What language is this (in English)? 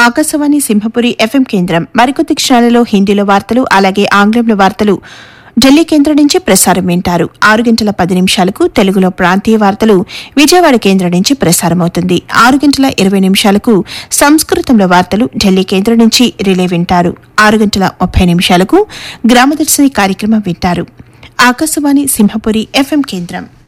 Telugu